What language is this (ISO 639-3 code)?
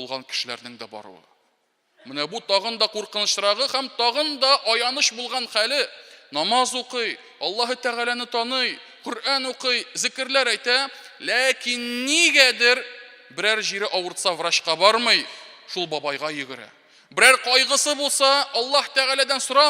tat